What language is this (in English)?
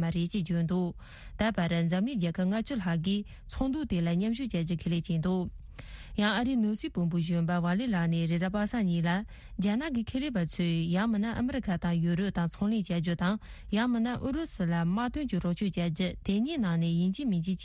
Tibetan